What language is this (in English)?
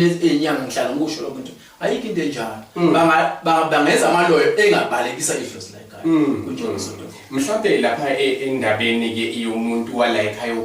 Zulu